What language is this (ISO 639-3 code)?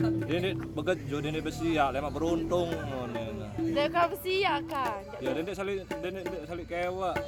sas